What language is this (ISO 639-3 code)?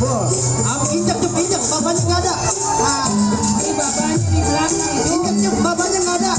bew